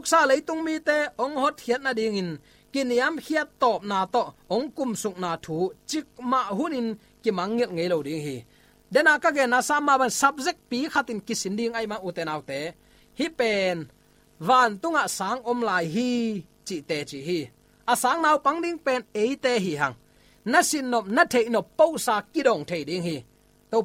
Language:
Tedim Chin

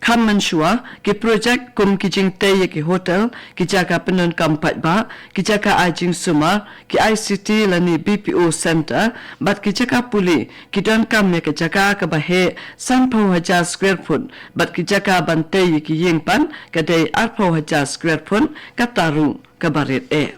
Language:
Khasi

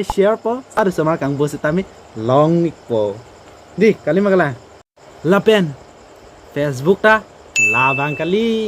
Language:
Karbi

